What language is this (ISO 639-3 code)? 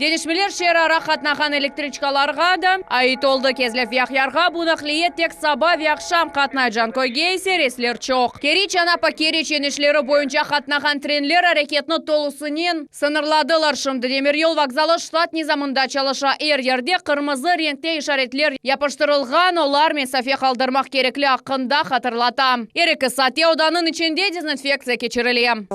crh